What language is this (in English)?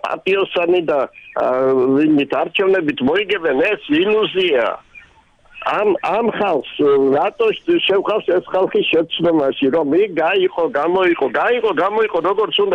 Georgian